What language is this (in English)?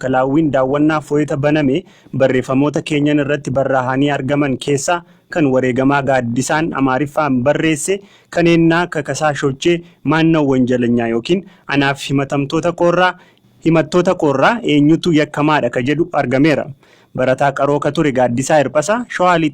Oromo